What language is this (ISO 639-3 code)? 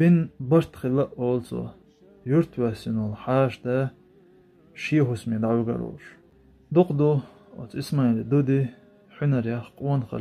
che